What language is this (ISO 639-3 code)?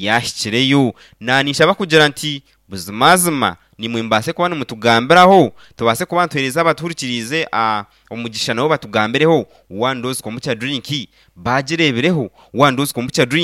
nyn